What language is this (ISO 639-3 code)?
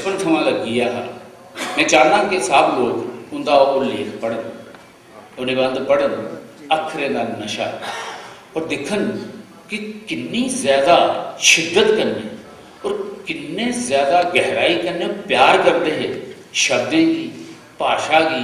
doi